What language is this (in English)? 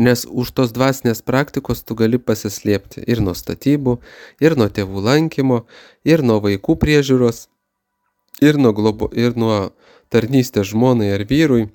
Lithuanian